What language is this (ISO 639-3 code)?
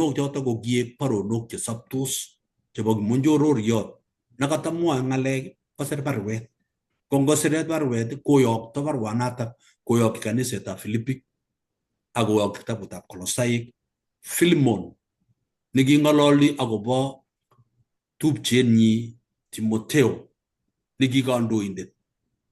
kln